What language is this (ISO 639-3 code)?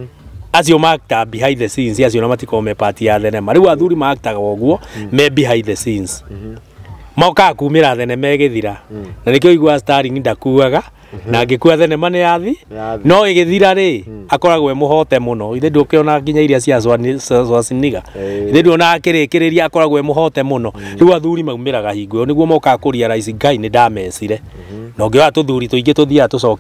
kik